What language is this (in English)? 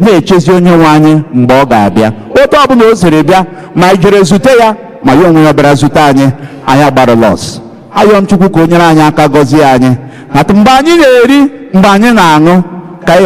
Igbo